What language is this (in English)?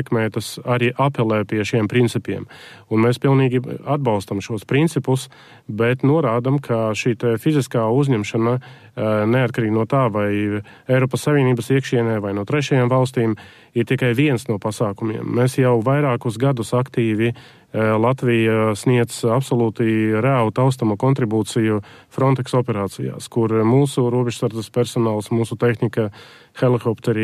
Latvian